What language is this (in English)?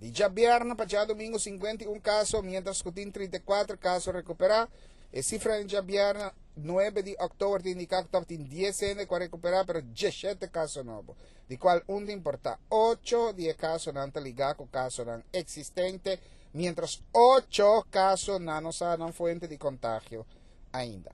Papiamento